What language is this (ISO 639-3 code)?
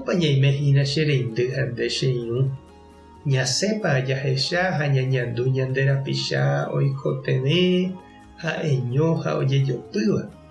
grn